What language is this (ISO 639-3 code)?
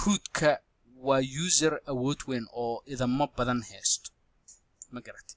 som